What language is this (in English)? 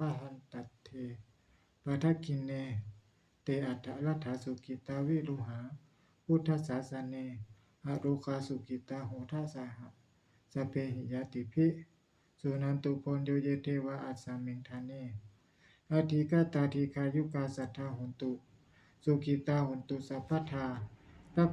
Pali